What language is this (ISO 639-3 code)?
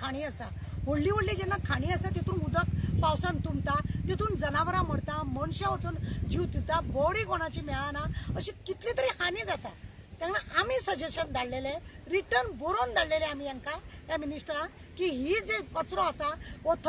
kok